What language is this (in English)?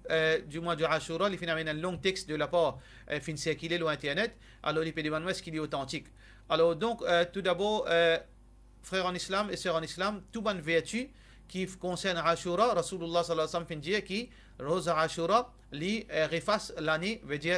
Morisyen